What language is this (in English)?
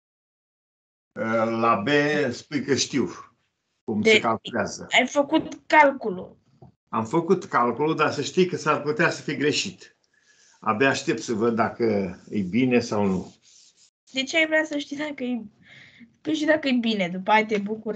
Romanian